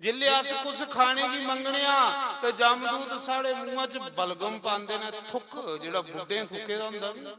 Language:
Dogri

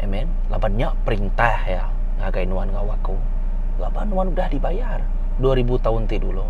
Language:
Iban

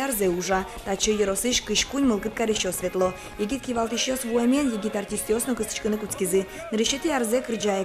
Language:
Udmurt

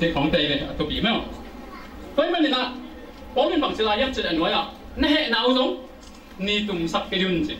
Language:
Tedim Chin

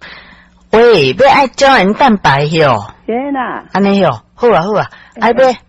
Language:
Min Nan Chinese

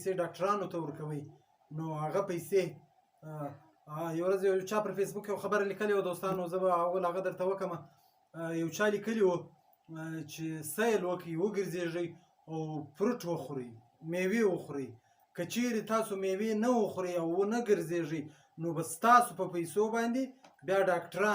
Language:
Pashto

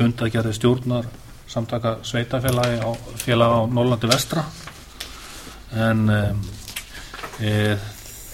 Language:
Icelandic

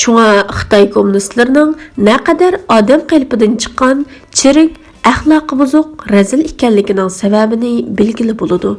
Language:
Uyghur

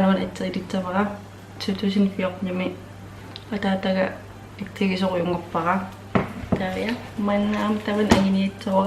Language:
Kalaallisut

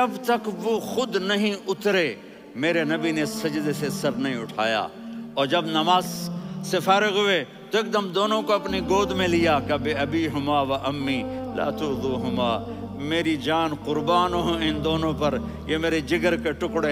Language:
Urdu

